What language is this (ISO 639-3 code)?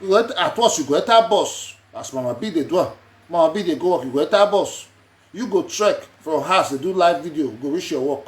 pcm